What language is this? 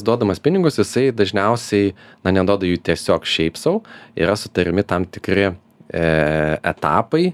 Lithuanian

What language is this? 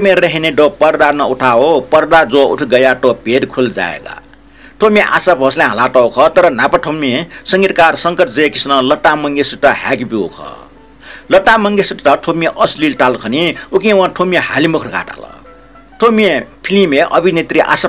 Newari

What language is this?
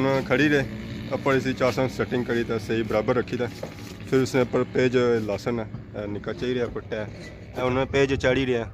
Pahari-Potwari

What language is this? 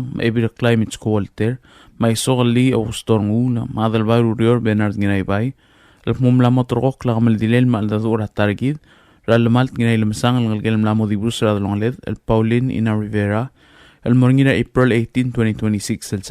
Palauan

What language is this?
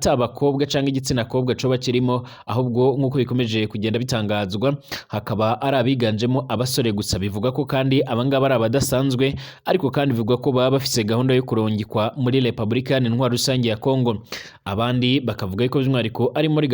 Rundi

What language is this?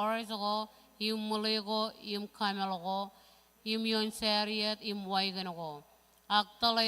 Marshallese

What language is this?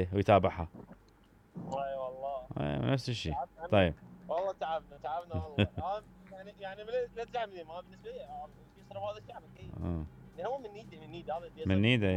Mesopotamian Arabic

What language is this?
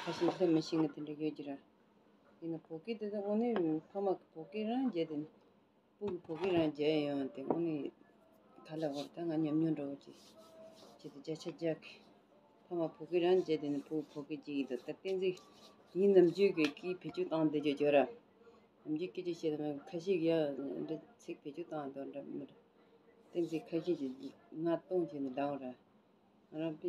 Tibetan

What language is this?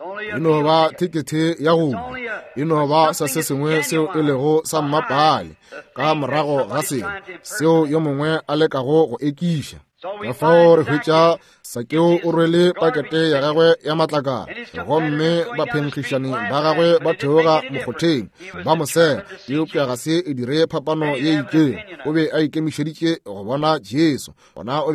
Northern Sotho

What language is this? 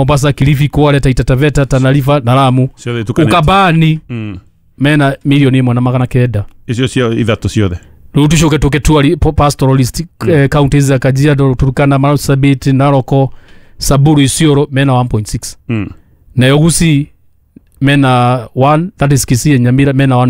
Kikuyu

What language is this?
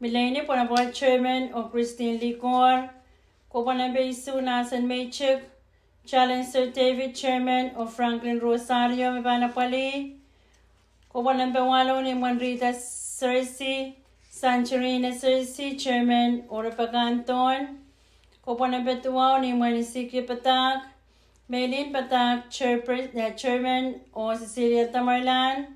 Pohnpeian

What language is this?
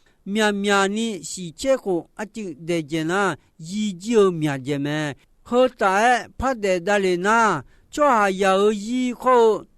Akha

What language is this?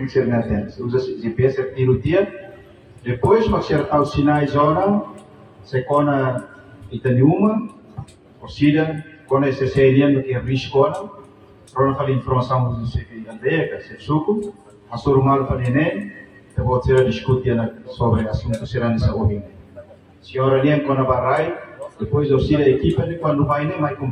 Tetum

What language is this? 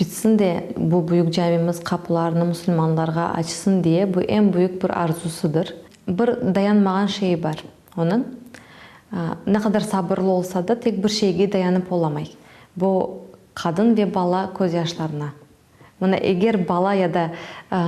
Crimean Tatar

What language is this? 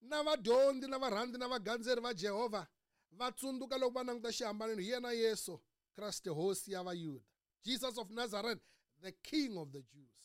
Tsonga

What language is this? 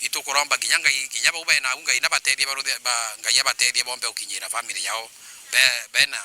Meru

